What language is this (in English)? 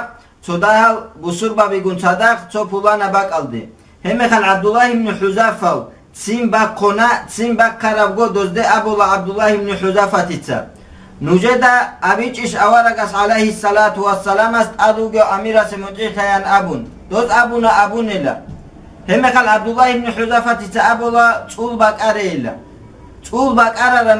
Avaric